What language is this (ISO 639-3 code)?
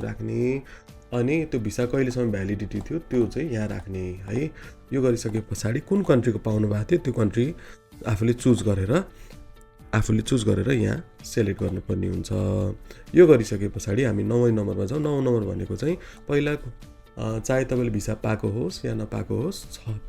nep